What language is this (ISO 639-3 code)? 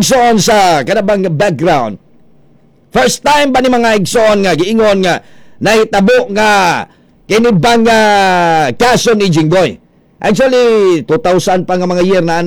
ceb